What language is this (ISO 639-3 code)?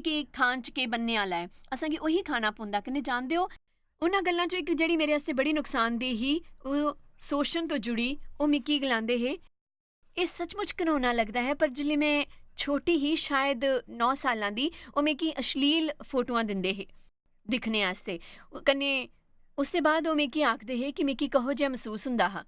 doi